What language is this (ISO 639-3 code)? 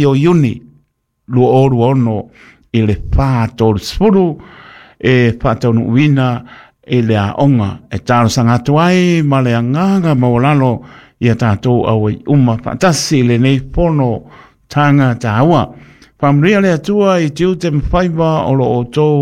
smo